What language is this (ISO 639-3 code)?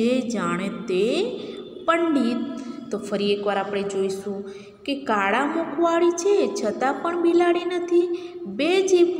guj